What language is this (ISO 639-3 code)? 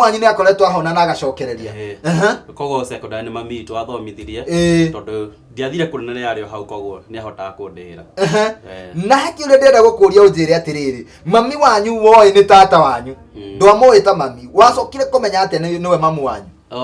kik